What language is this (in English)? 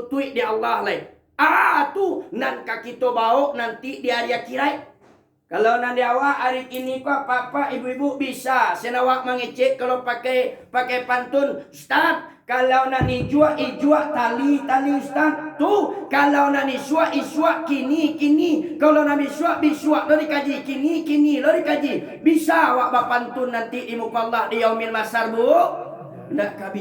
Minangkabau